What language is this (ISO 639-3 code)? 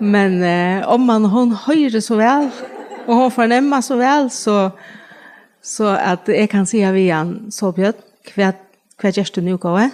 fao